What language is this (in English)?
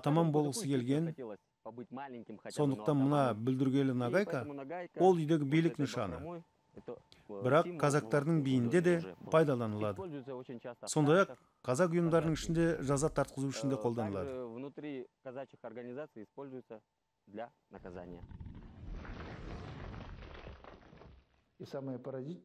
Kazakh